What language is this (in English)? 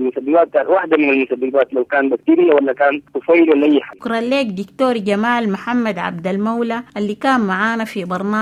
Sudanese Arabic